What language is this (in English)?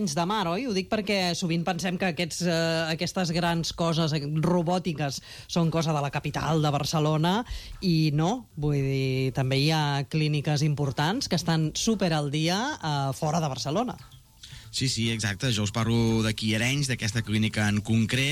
Catalan